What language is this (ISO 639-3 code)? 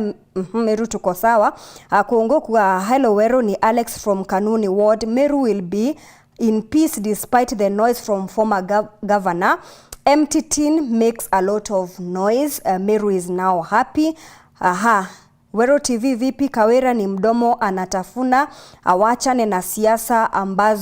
mer